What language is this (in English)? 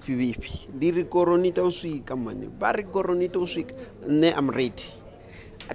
Venda